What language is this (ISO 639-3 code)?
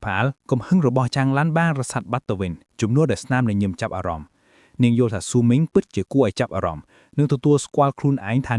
khm